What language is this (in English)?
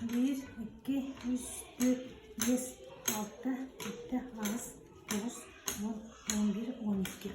Yakut